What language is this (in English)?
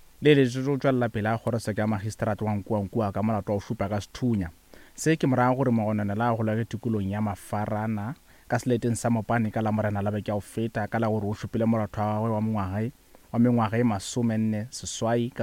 Northern Sotho